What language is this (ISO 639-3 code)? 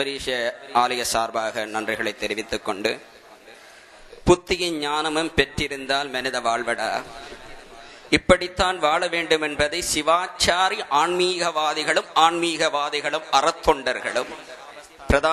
tam